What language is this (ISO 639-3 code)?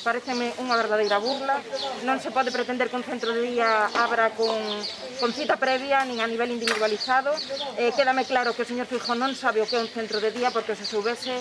glg